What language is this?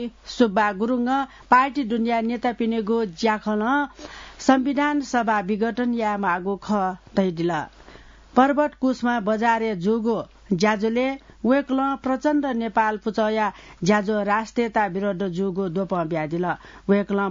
Newari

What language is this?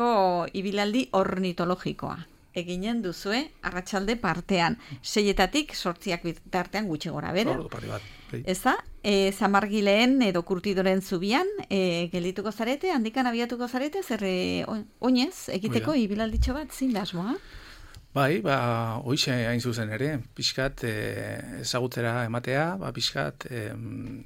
Basque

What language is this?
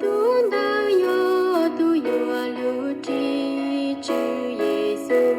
Hmong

